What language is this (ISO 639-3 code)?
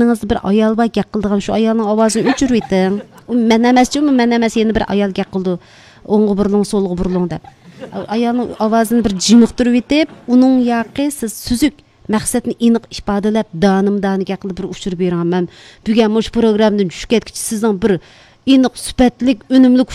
uig